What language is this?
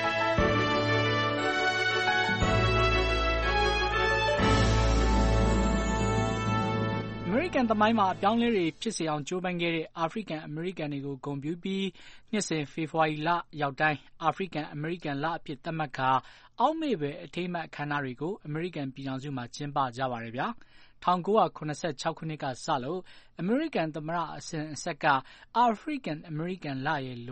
Burmese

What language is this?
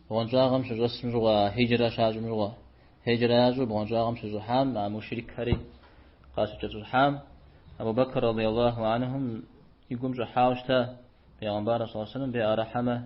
Kabardian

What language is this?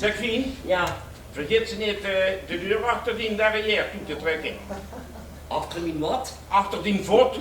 Limburgish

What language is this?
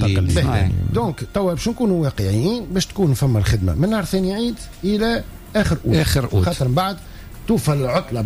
Tunisian Arabic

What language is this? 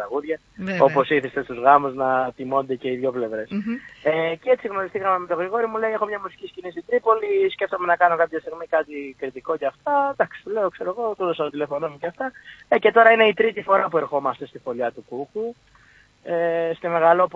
Greek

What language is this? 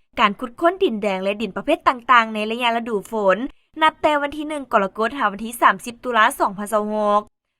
Lao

